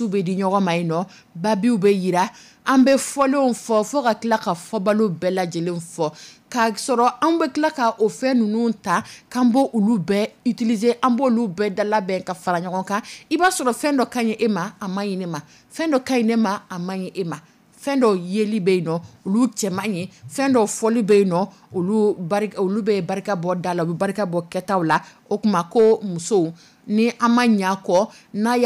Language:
Dyula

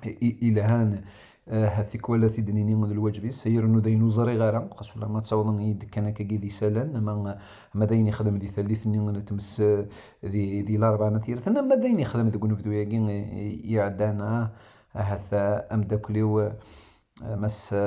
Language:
Kabyle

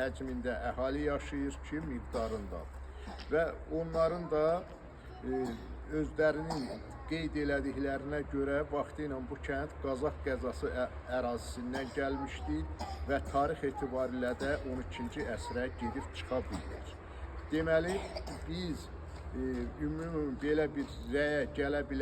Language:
Azerbaijani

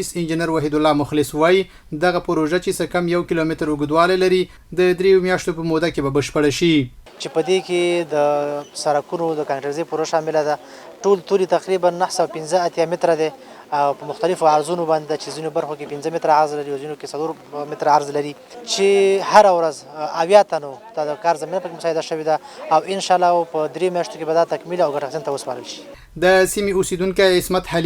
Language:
Pashto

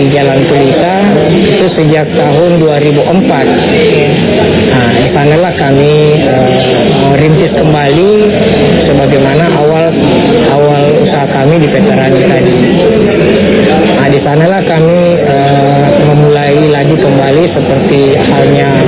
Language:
Indonesian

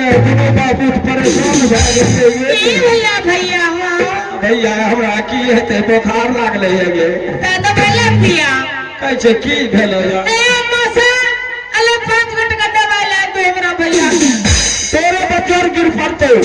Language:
Maithili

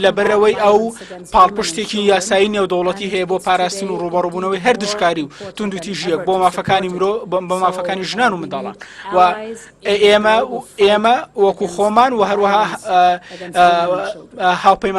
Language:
Central Kurdish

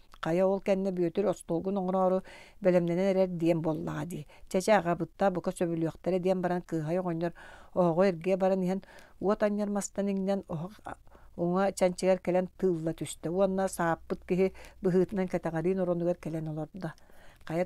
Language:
Yakut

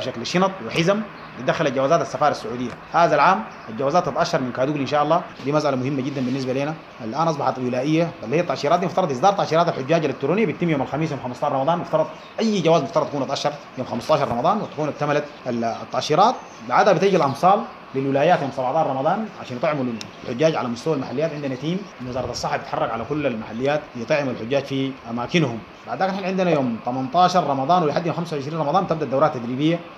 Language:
Sudanese Arabic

